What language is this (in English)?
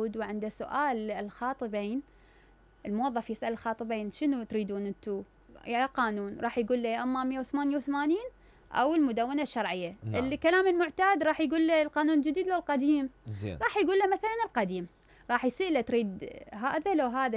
Mesopotamian Arabic